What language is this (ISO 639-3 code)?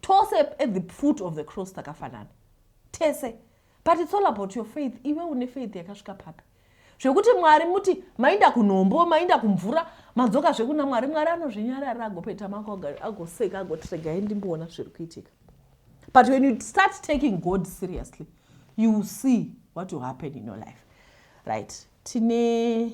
sna